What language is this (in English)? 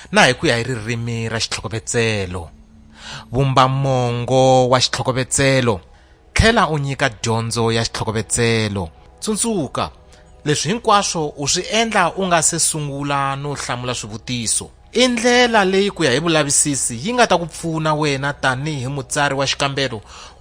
Tsonga